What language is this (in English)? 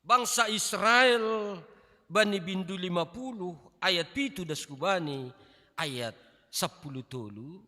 Batak Simalungun